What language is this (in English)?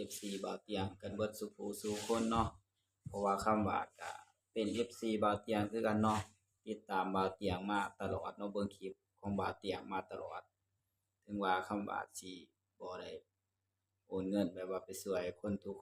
Lao